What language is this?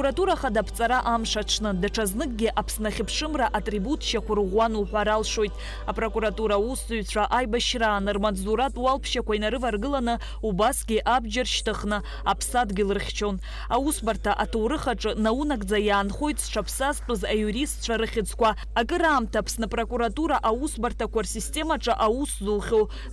Abkhazian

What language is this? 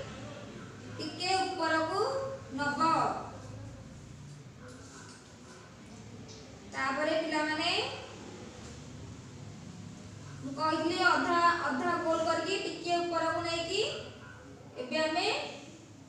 Odia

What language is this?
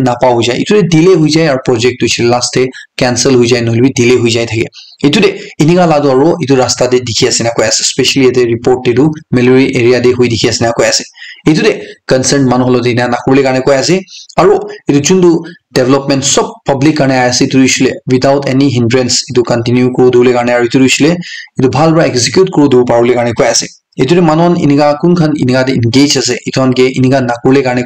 Naga Pidgin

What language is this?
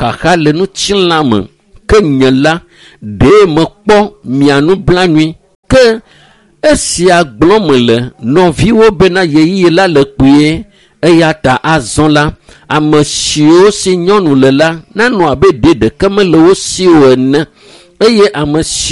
Ewe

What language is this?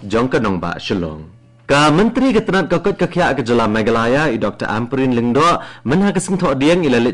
Khasi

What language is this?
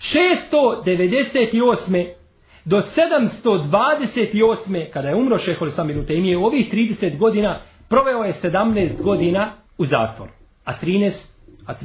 Bosnian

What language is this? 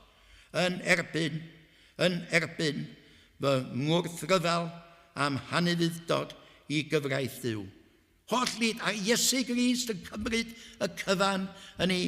Welsh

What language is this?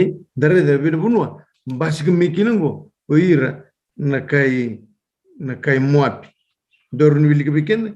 Fijian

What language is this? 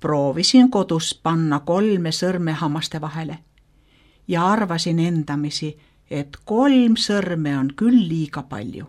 Estonian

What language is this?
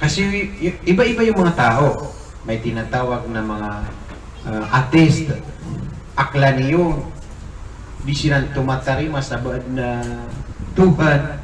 Maranao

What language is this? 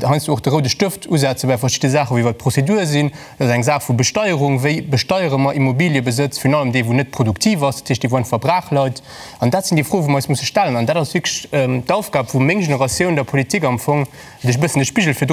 Luxembourgish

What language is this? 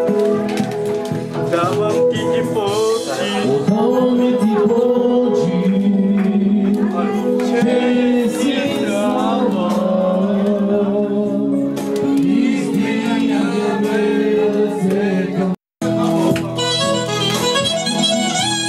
Bulgarian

